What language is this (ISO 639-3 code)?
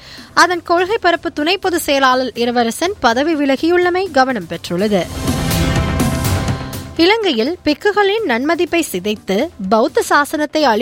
tam